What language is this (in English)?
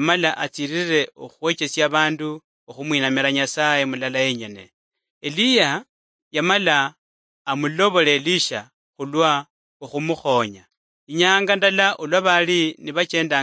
Luyia